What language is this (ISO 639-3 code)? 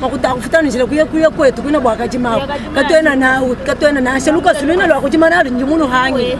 lua